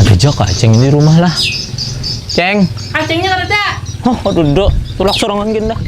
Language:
Banjar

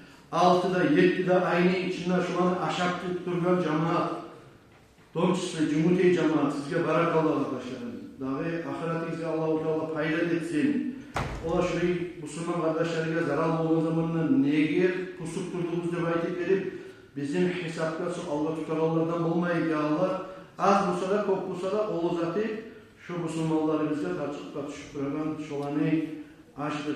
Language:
Kumyk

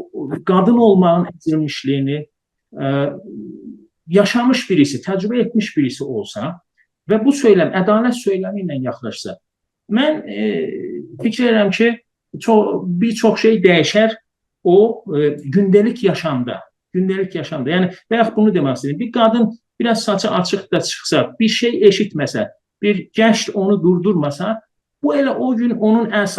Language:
South Azerbaijani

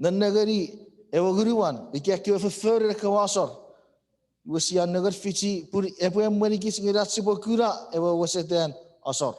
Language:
Chuukese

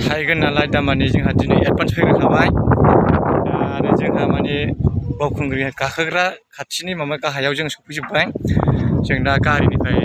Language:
Bodo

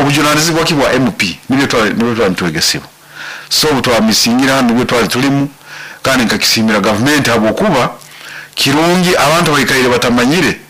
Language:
Nyankole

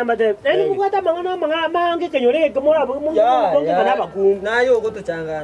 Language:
Gusii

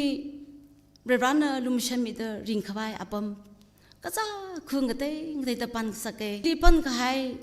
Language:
Tangkhul Naga (India)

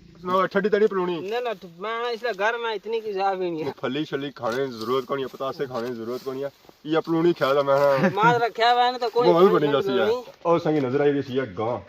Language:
Pahari-Potwari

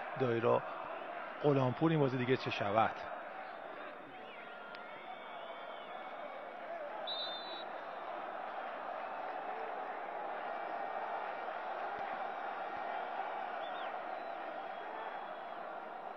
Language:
Persian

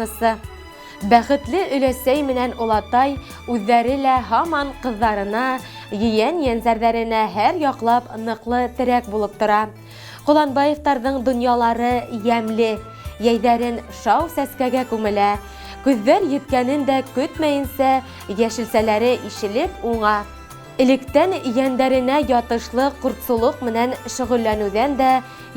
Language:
Bashkir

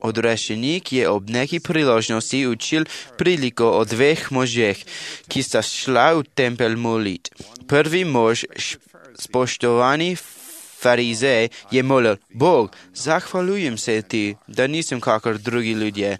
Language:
Slovenian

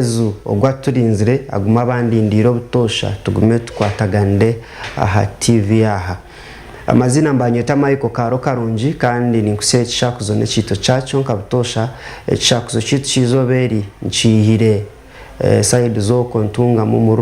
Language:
Nyankole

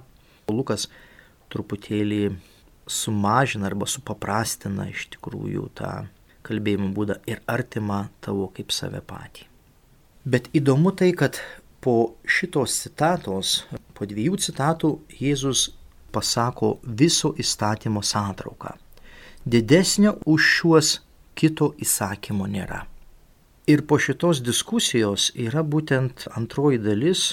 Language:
Lithuanian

